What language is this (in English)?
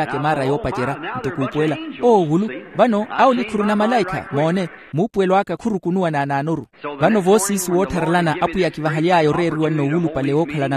Makhuwa